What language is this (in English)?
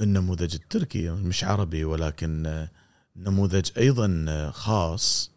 Gulf Arabic